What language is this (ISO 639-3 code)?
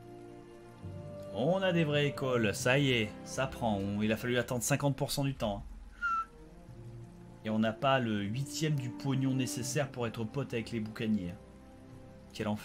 fra